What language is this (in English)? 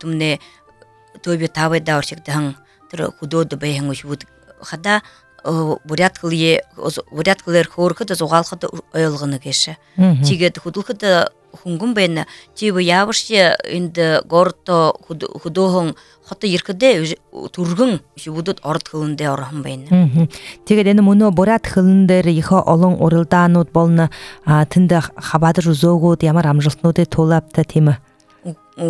Buriat